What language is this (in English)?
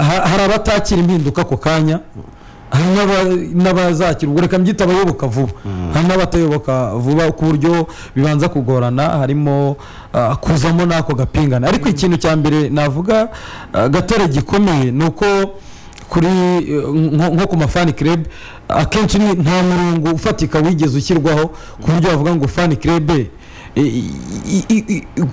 Kinyarwanda